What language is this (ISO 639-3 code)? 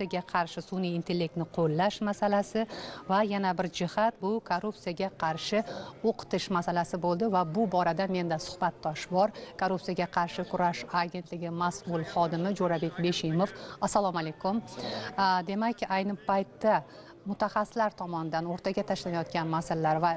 uzb